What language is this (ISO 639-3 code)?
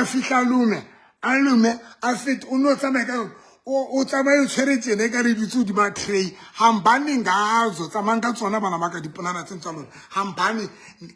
sot